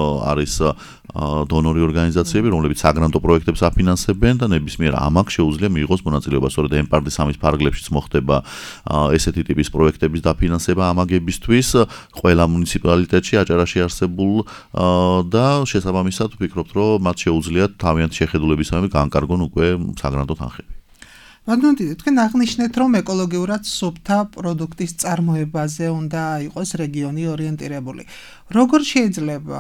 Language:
Georgian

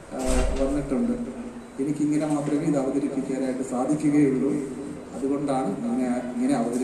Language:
Malayalam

